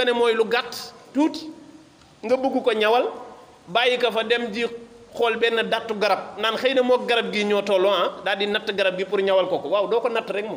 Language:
Wolof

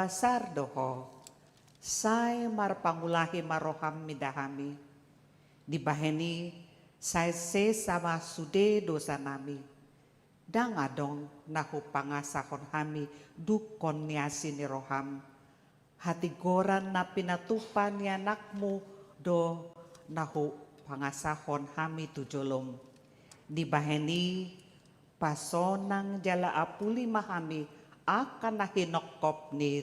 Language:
Batak Toba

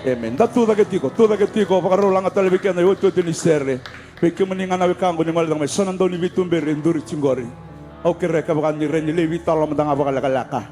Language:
Fijian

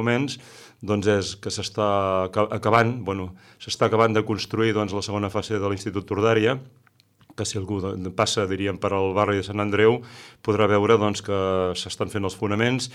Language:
Catalan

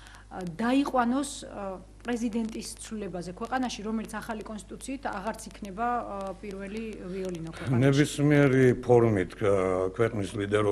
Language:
Georgian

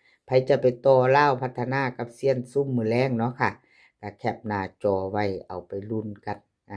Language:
Northeastern Thai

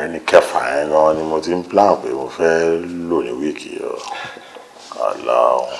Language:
Yoruba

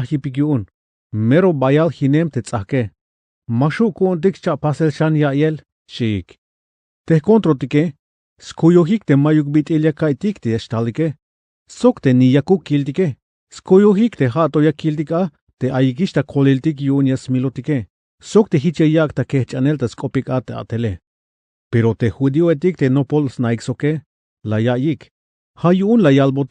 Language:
Tzeltal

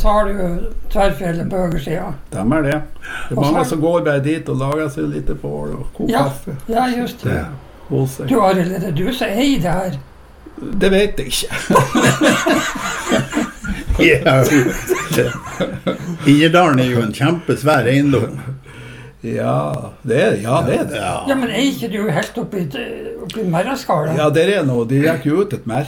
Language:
Norwegian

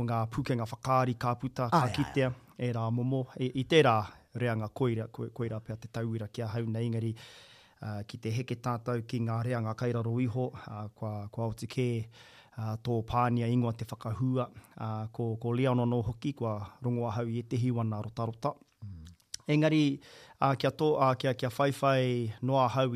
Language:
Māori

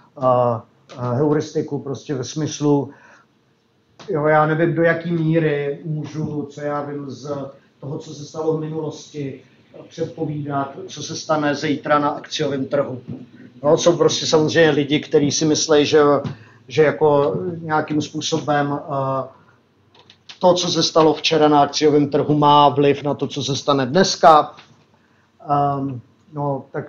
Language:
Czech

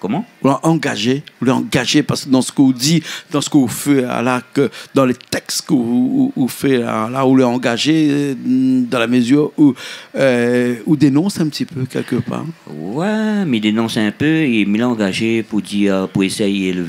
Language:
Réunion Creole French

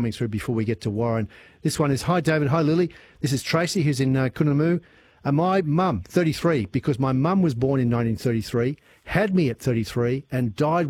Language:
English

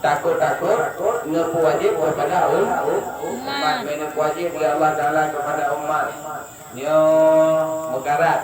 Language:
Achinese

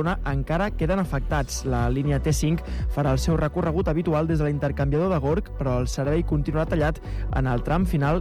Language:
Catalan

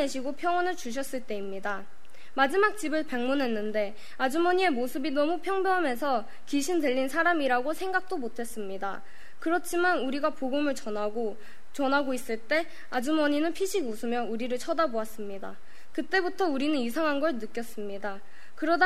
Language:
Korean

